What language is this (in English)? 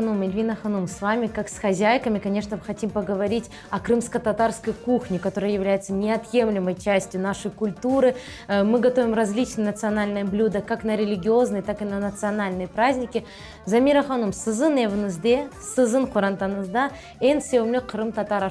Crimean Tatar